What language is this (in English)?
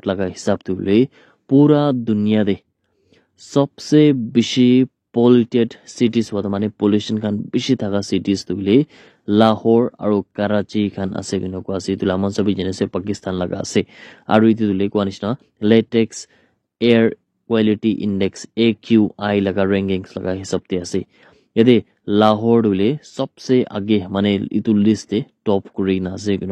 Naga Pidgin